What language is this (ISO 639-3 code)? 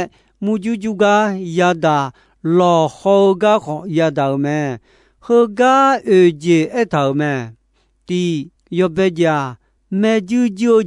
ahk